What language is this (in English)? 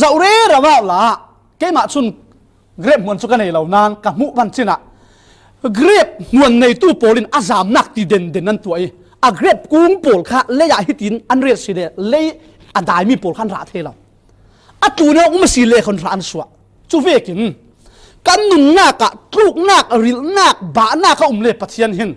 Falam Chin